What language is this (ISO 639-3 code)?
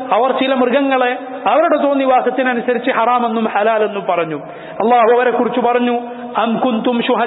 mal